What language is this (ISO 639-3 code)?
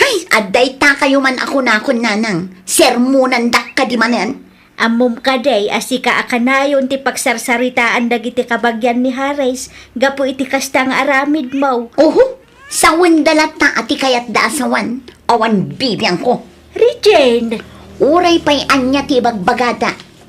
ilo